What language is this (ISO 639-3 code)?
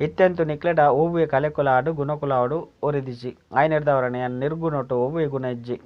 tcy